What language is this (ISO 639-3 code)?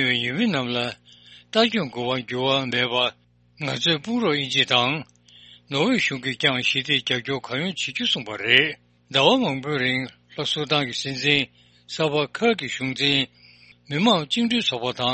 bod